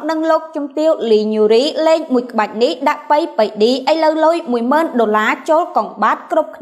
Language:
Khmer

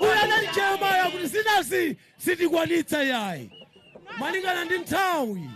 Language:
Nyanja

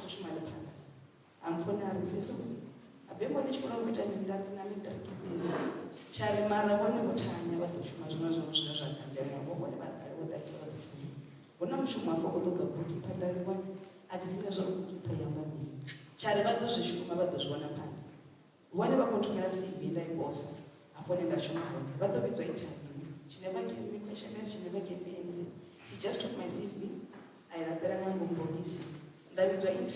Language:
Venda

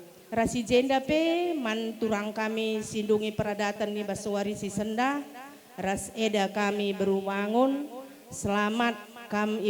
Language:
Batak Karo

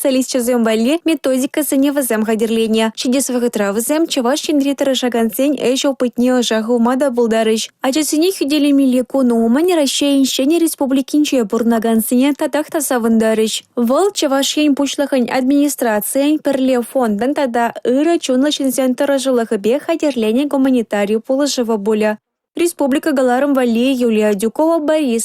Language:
Chuvash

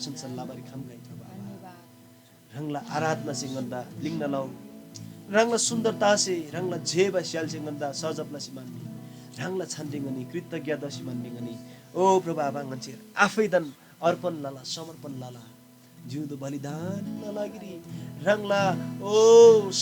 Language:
Eastern Tamang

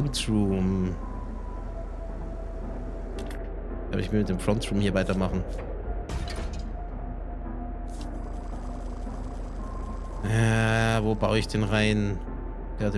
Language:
German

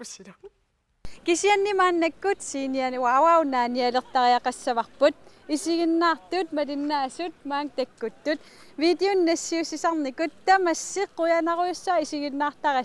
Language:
Kalaallisut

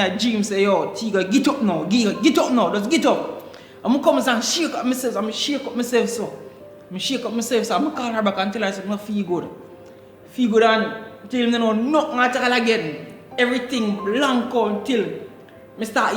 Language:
Jamaican Creole English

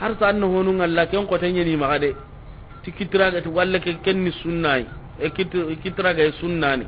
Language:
Soninke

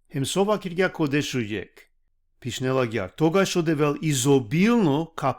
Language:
Balkan Romani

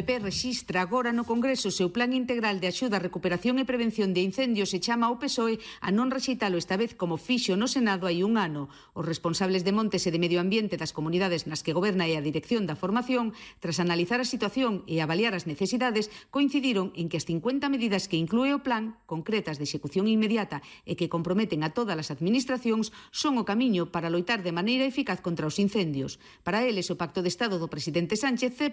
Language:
Galician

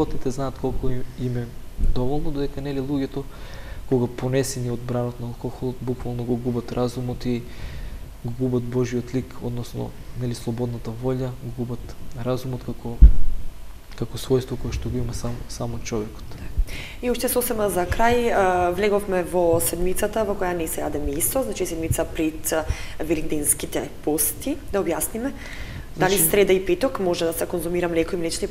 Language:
Macedonian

